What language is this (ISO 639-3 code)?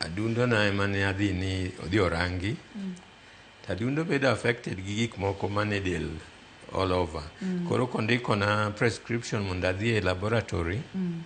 luo